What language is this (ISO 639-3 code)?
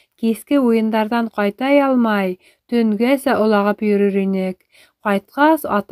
bak